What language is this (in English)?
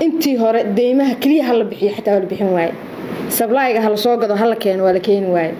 Somali